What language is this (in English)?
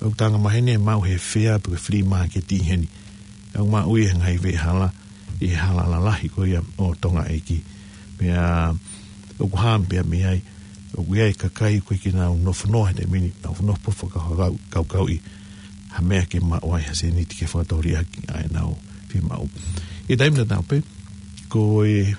Tongan